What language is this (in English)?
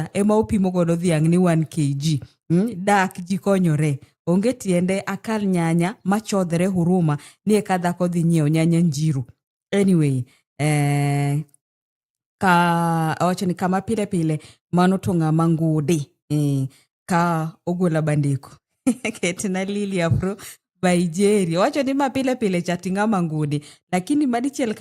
Luo (Kenya and Tanzania)